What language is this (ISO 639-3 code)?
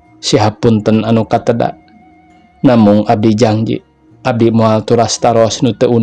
sun